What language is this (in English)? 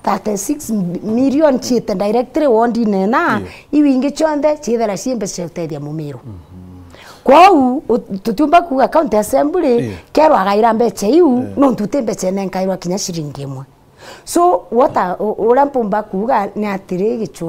Meru